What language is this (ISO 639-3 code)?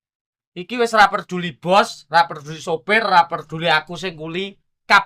jav